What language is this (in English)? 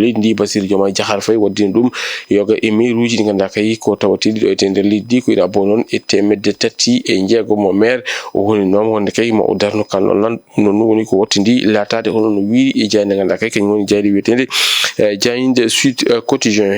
Fula